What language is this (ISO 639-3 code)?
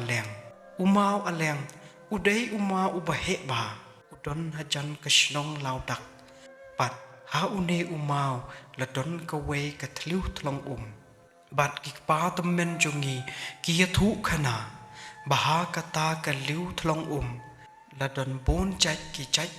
kha